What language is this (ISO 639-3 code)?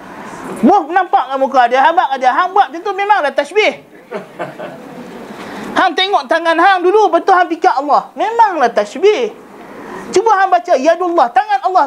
msa